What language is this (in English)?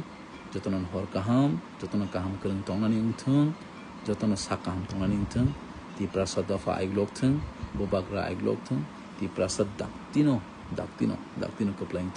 Kok Borok